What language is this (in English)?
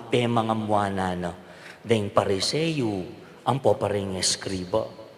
Pampanga